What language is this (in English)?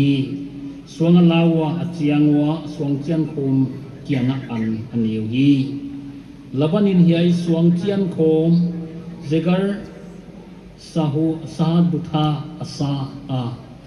Paite Chin